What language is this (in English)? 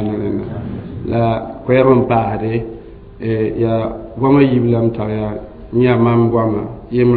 Mossi